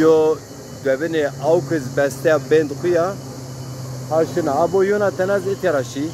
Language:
Zaza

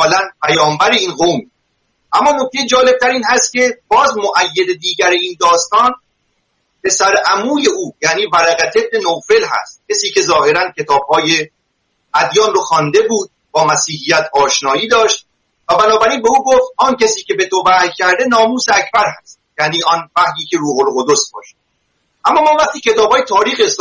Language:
Persian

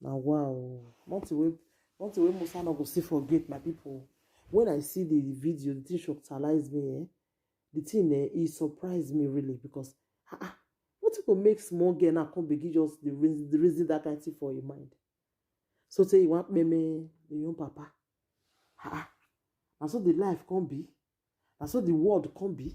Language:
Nigerian Pidgin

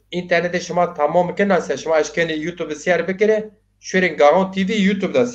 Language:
Zaza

